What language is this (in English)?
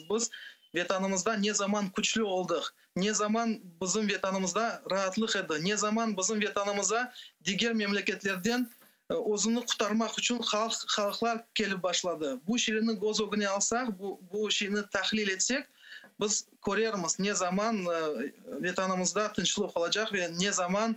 Crimean Tatar